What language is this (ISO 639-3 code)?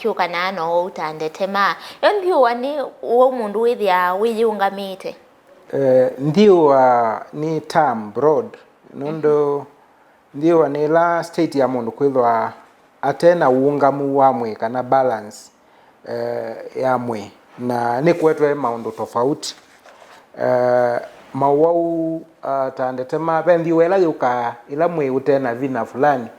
kam